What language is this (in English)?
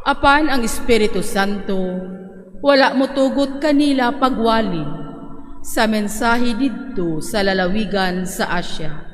Cebuano